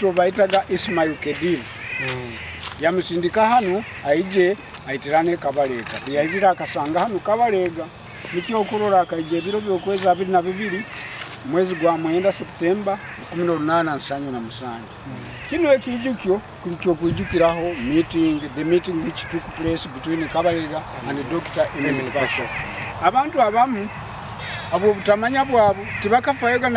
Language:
Nyoro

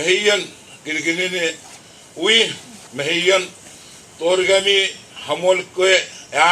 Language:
Puluwatese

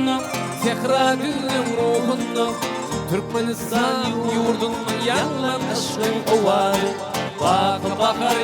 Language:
Turkmen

